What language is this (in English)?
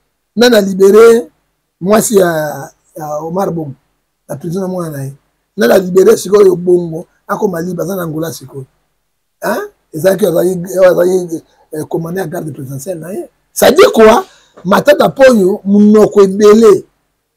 Lingala